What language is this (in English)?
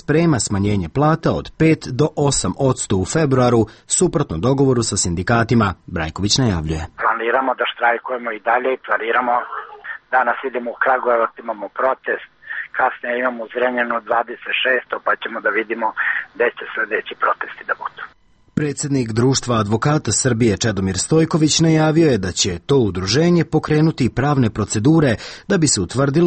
Serbian